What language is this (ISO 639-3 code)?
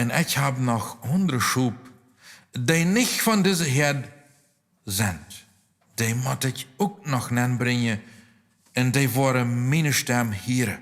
pdt